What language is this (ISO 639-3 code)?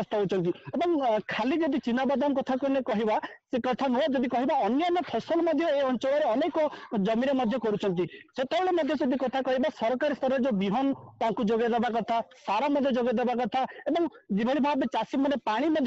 ori